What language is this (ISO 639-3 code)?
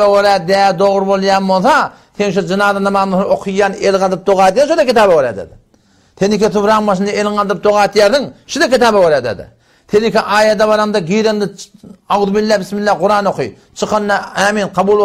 tuk